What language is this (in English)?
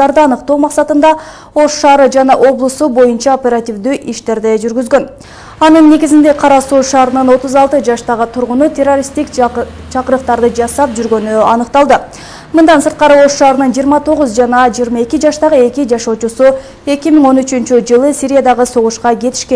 Kyrgyz